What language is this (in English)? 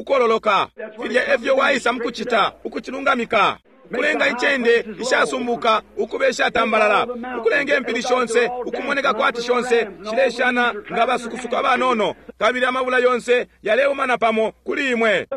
Bemba